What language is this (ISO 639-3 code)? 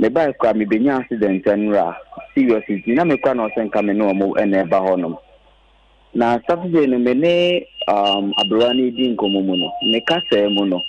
aka